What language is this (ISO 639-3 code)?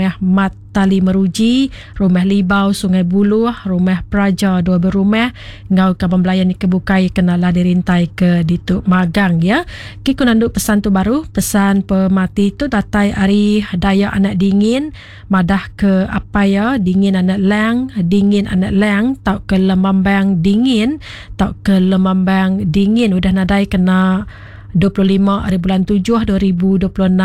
iba